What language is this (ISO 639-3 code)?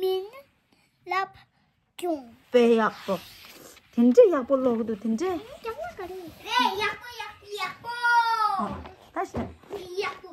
bod